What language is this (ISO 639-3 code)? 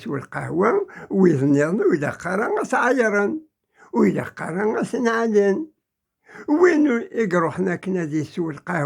kab